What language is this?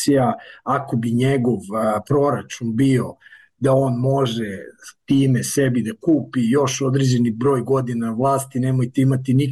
Serbian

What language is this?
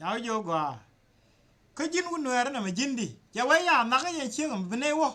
Nuer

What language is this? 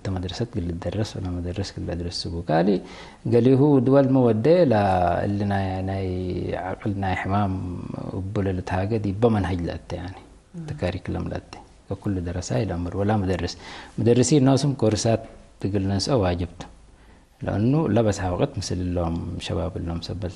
Tigre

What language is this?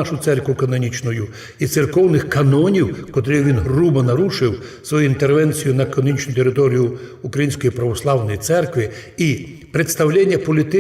Rusyn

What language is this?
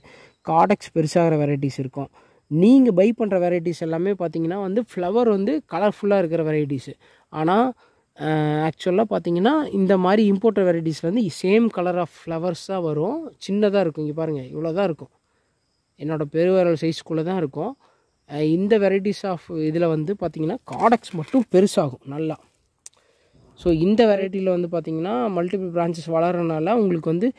Tamil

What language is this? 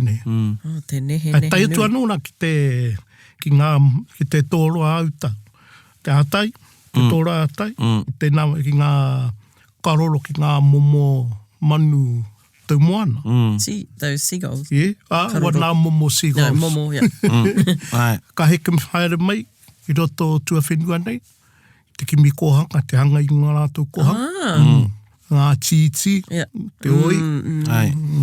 Māori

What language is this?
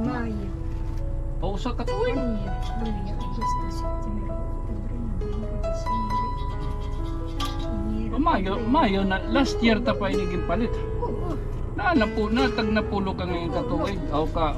Waray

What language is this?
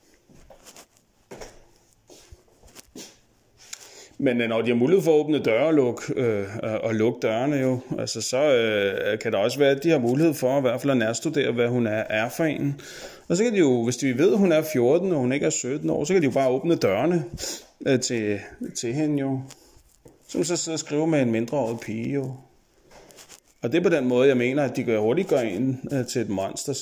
Danish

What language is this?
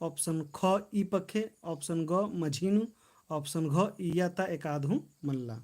Kurukh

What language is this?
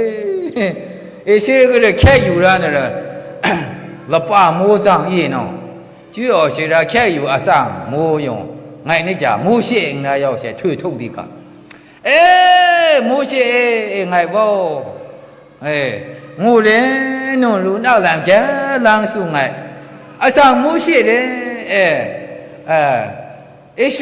Maru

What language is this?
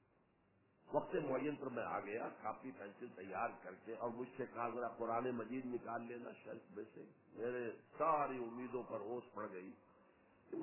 Urdu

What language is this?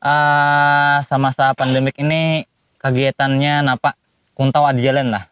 Banjar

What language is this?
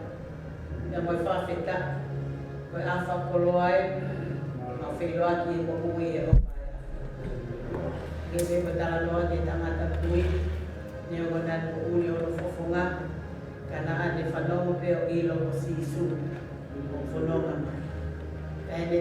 Tongan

